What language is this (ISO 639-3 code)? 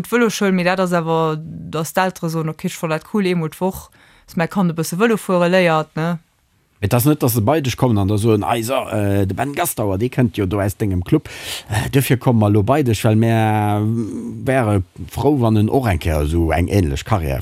ltz